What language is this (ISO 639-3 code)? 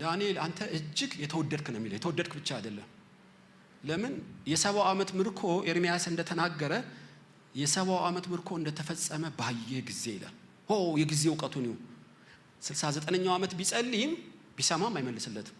amh